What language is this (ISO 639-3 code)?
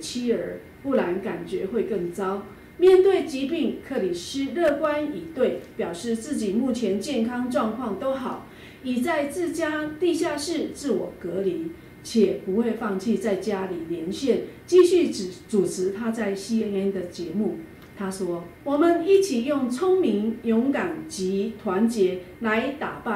zho